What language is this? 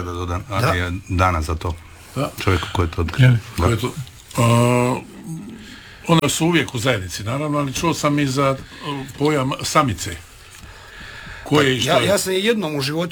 Croatian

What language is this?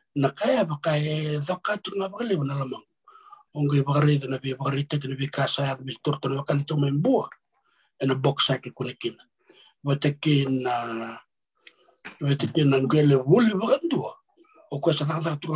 Fijian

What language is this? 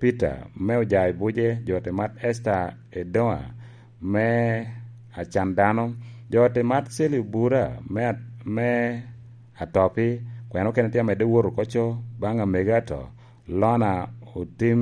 Lango (Uganda)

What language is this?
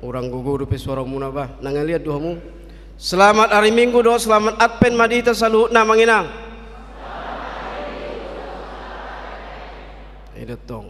Batak Toba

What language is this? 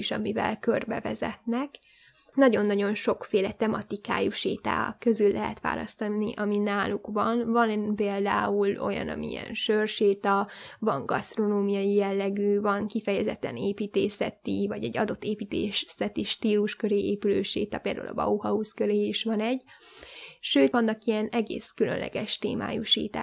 Hungarian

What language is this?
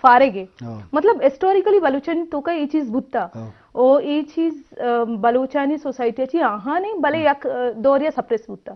Eastern Balochi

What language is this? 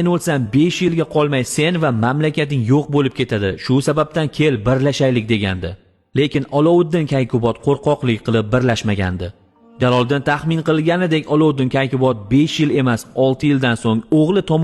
Uzbek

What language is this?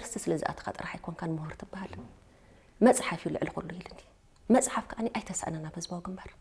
Tigrinya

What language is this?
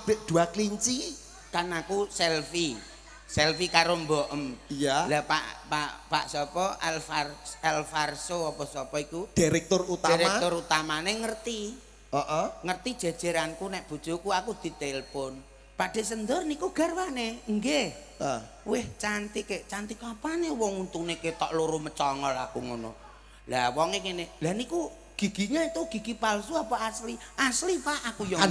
Javanese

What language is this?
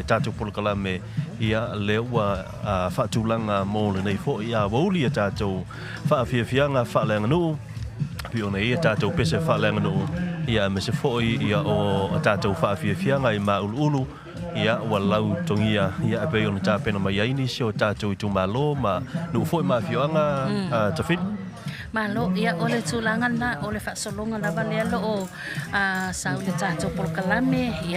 Samoan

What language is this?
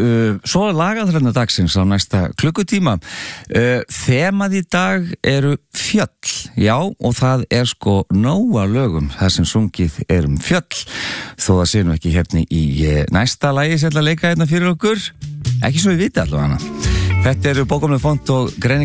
Icelandic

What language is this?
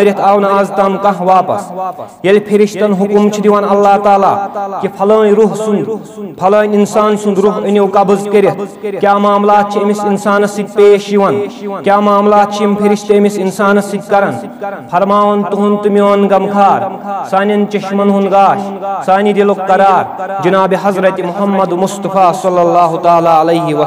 Kashmiri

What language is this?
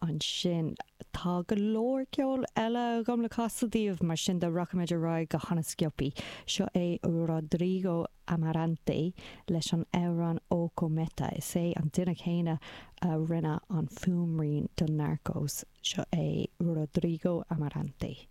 Irish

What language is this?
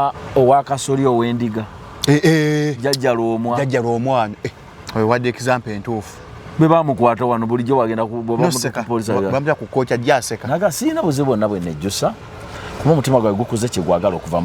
Ganda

